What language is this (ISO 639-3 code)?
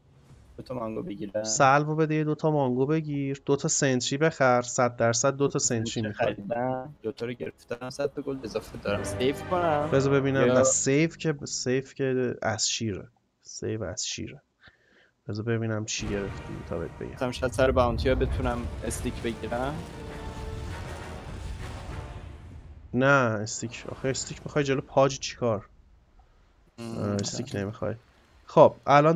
fas